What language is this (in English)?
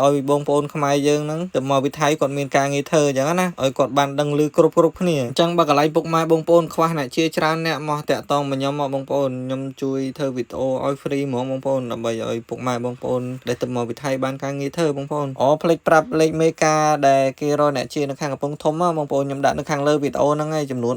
Khmer